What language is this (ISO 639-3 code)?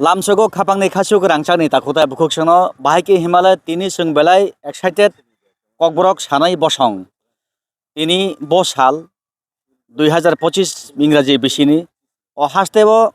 trp